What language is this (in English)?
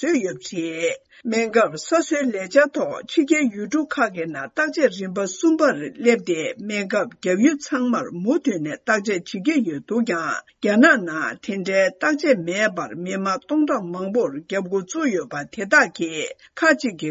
Tibetan